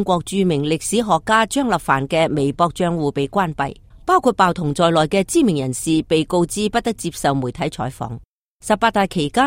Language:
Cantonese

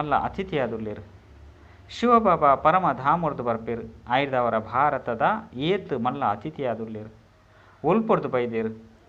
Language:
Tulu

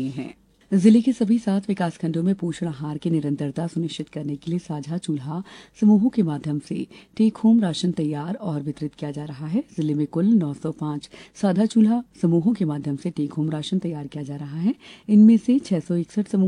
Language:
Hindi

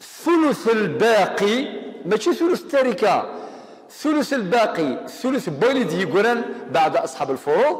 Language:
Kabyle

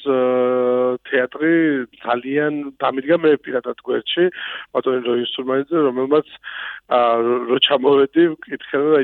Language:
Georgian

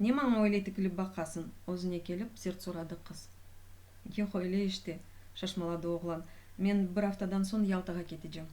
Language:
Crimean Tatar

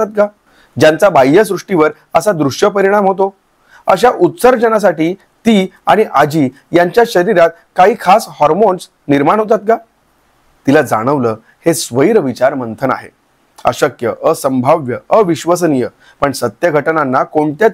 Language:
Marathi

